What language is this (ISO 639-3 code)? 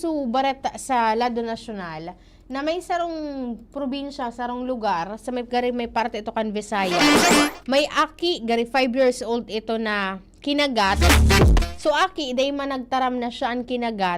bik